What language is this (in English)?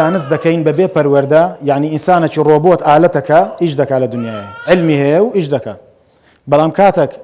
Central Kurdish